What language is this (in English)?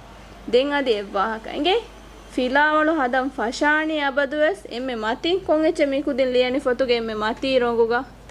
Divehi